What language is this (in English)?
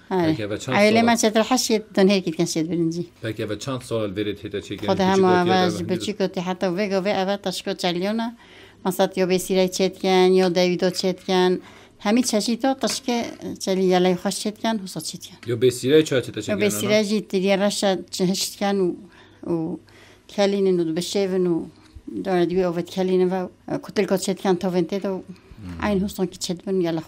Kurdish